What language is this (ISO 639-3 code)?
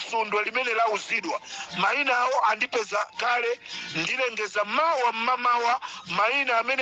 nya